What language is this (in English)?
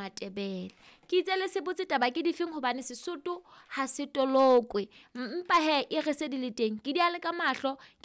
Southern Sotho